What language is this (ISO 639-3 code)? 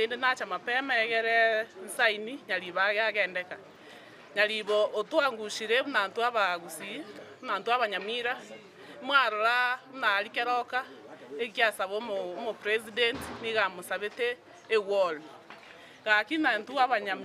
guz